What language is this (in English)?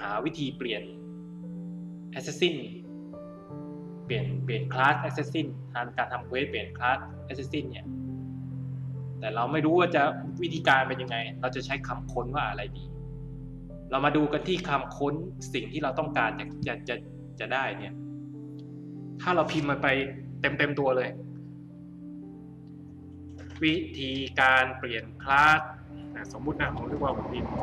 Thai